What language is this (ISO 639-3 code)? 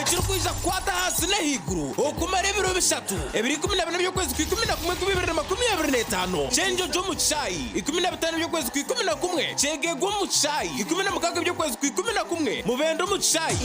nyn